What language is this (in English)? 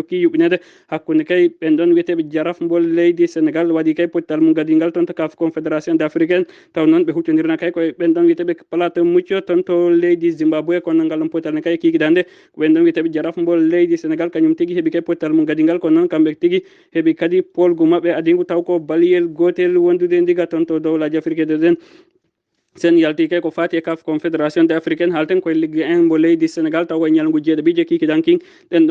Fula